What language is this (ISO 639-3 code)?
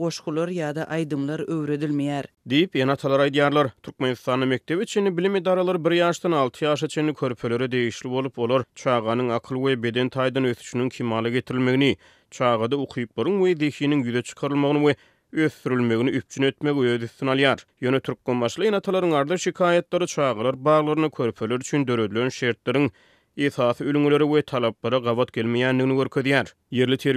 tuk